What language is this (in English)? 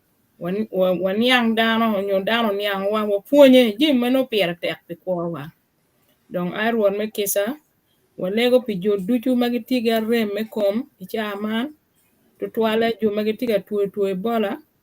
Acoli